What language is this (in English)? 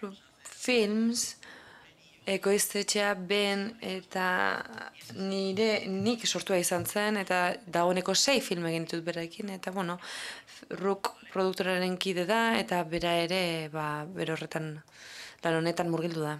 Basque